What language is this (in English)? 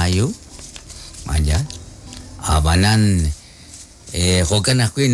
Kekchí